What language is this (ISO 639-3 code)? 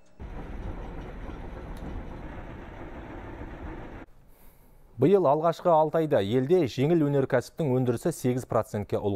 kaz